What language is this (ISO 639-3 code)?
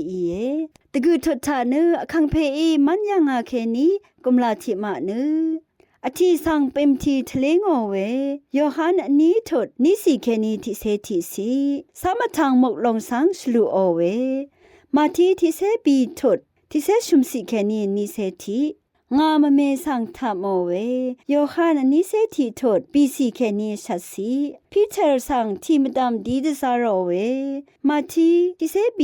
raw